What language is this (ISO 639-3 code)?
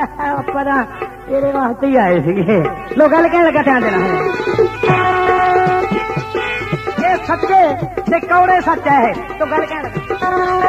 pan